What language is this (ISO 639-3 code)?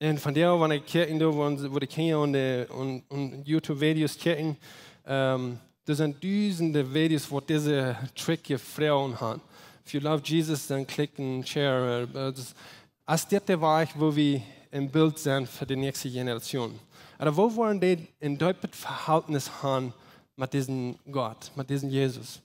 pdt